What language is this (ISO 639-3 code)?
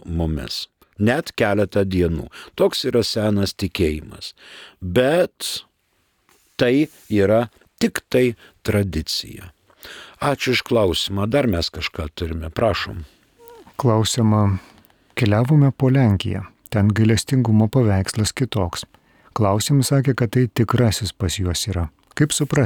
lit